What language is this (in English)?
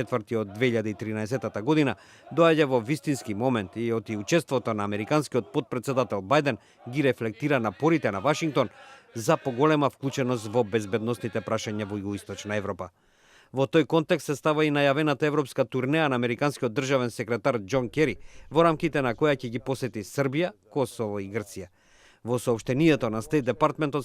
Macedonian